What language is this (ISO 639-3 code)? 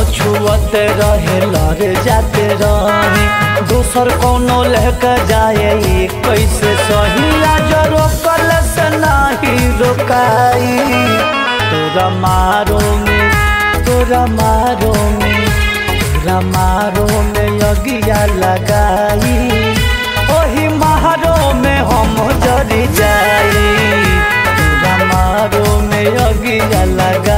bho